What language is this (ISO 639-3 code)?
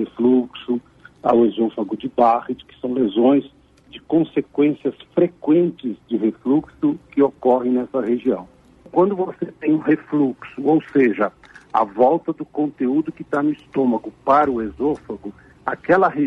por